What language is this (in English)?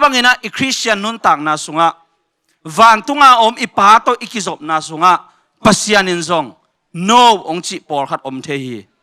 Tedim Chin